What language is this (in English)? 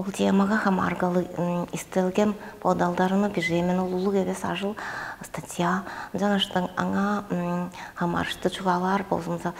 Tuvinian